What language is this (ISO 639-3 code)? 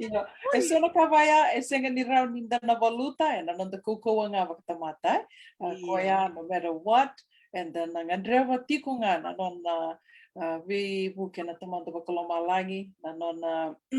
fij